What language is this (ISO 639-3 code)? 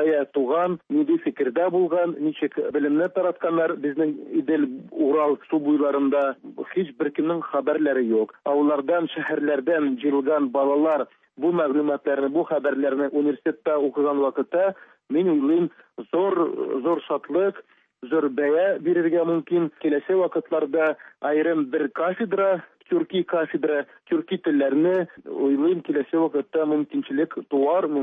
tat